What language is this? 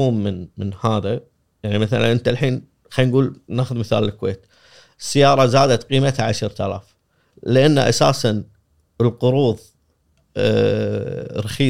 Gulf Arabic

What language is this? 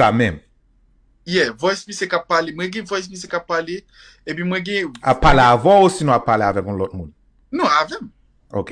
Haitian Creole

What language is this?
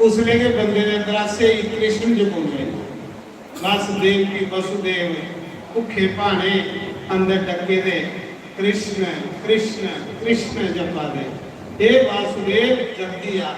Dogri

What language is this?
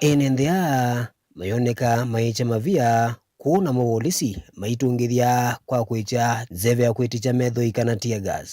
Kamba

